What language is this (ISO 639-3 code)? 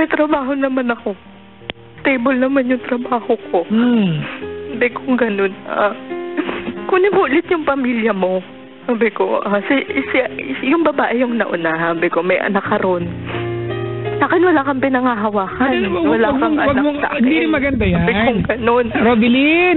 fil